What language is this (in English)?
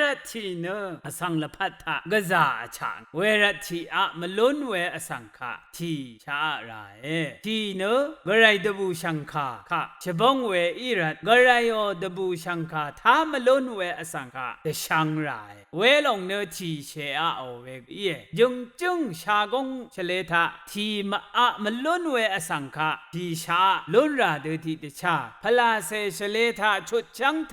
Rawang